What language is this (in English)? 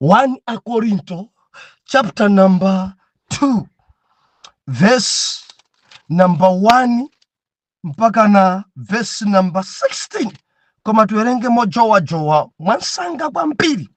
Nyanja